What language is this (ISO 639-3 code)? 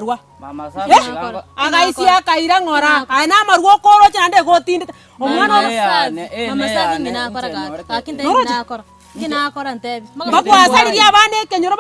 guz